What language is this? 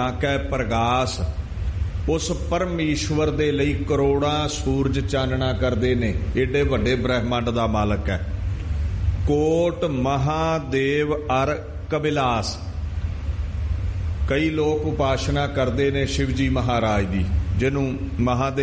Punjabi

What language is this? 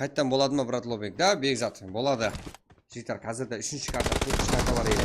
Kara-Kalpak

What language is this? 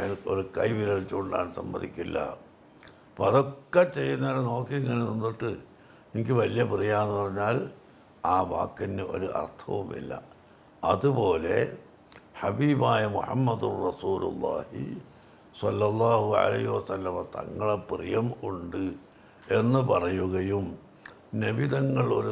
Malayalam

